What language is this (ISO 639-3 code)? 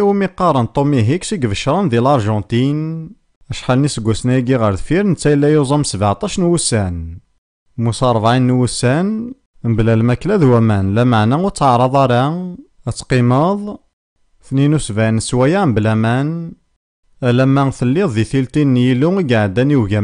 kab